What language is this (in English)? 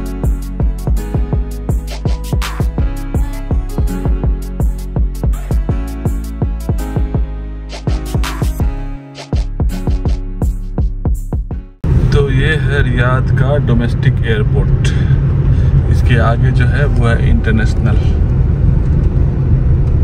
Hindi